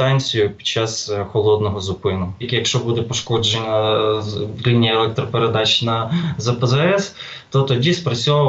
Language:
Ukrainian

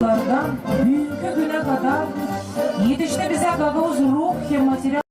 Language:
Gagauz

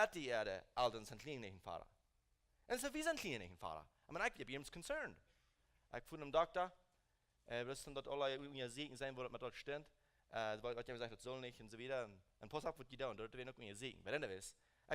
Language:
Plautdietsch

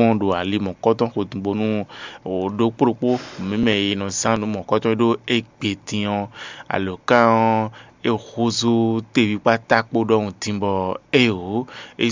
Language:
Fon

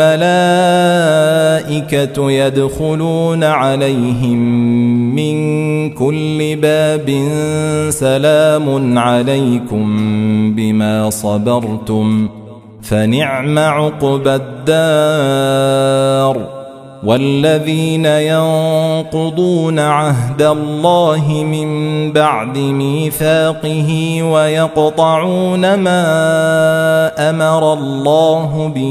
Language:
Arabic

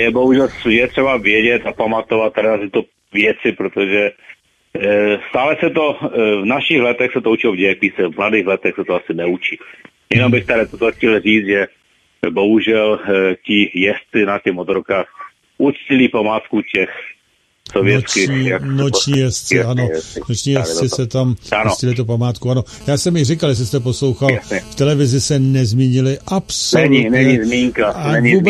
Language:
Czech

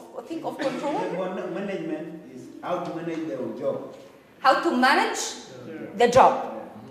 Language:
English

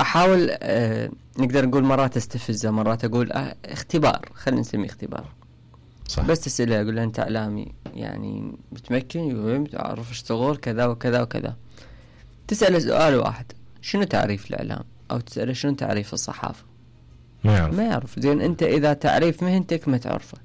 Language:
Mesopotamian Arabic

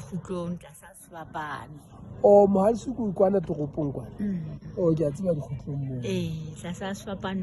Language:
Southern Sotho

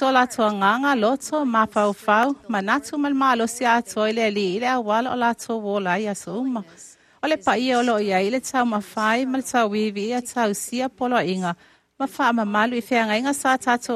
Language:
Samoan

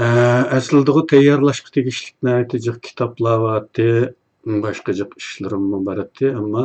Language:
Uyghur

